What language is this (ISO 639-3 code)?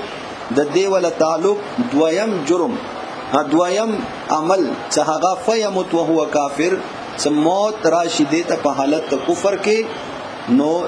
pus